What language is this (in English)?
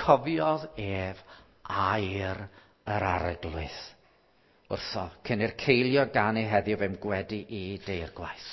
Welsh